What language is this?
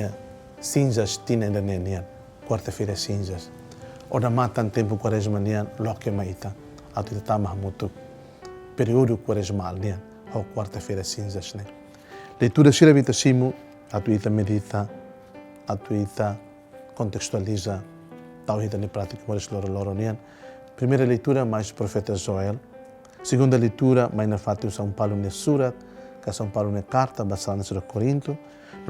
Tetum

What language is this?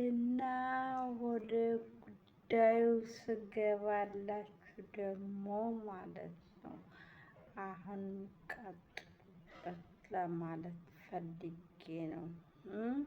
Amharic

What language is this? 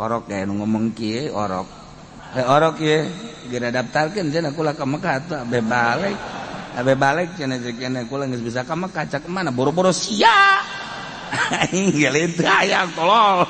Sundanese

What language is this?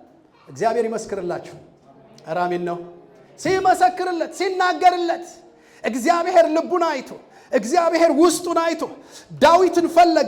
Amharic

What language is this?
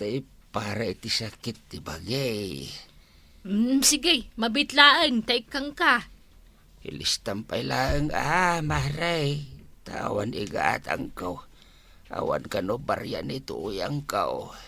Iloko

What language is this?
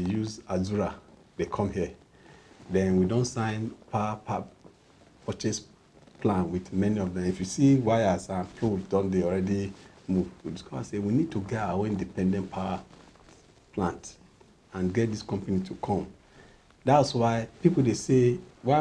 Nigerian Pidgin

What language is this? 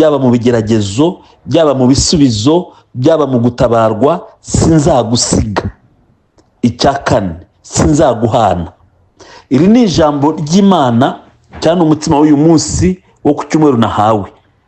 Kinyarwanda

